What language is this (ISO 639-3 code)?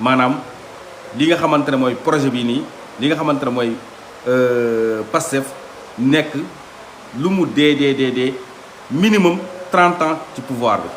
wol